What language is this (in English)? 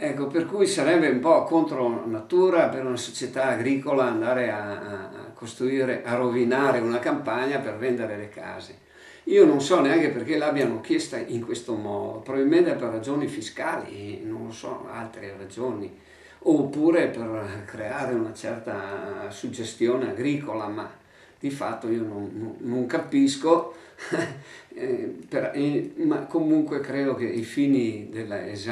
Italian